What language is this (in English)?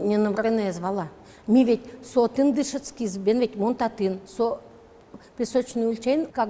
Udmurt